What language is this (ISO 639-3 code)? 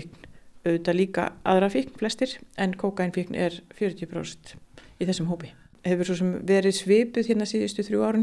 isl